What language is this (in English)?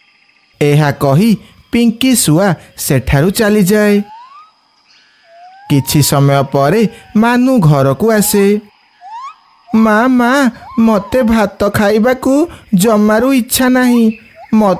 Odia